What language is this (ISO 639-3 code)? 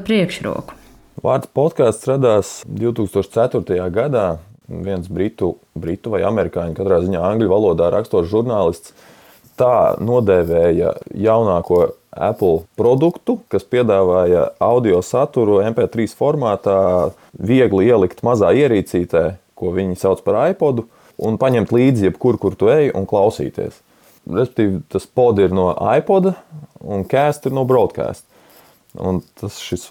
lav